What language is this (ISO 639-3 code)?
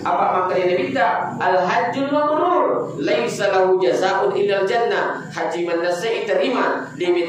bug